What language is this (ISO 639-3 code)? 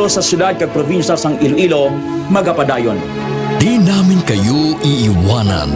hil